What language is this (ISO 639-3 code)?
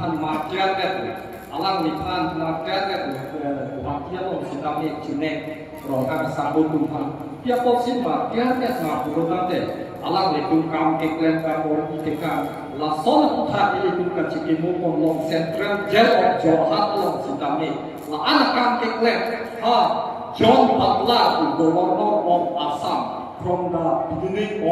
mjw